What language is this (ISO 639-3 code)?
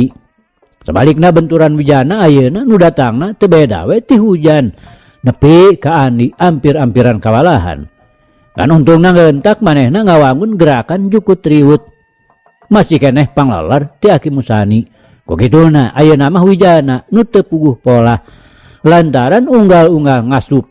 sun